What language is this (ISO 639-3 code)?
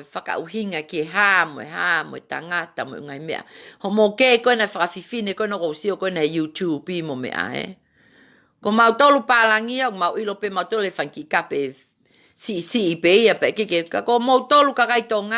ton